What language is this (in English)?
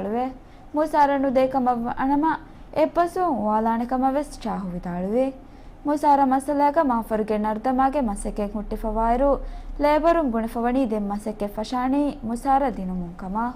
Divehi